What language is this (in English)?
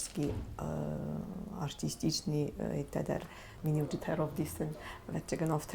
Ossetic